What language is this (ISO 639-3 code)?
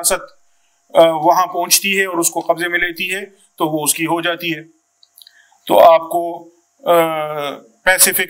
urd